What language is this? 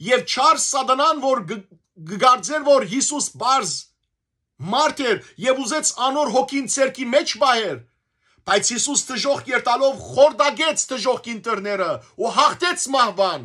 Western Armenian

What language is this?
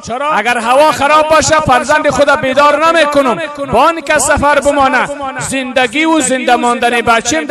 Persian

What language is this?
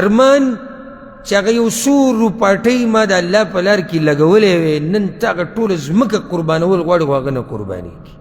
Pashto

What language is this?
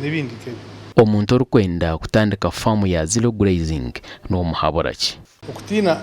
Nyankole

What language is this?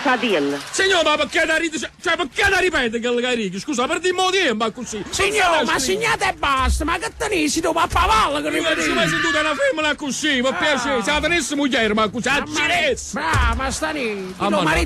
Neapolitan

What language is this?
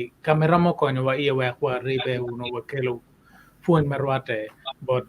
Acoli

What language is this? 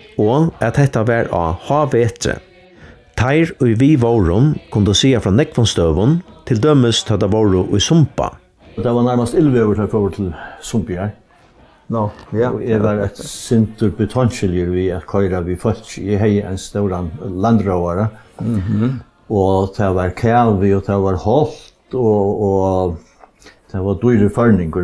Faroese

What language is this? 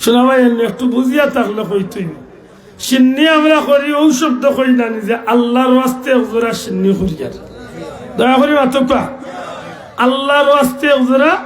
Sylheti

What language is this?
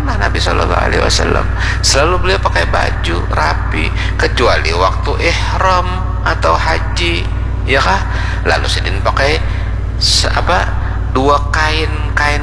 Banjar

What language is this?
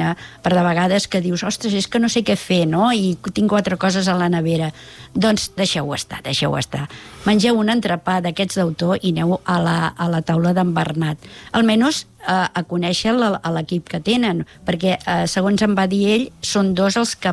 Catalan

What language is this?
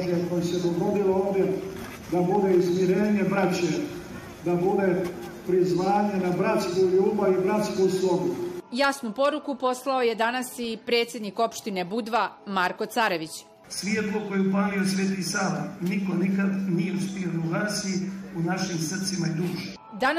Serbian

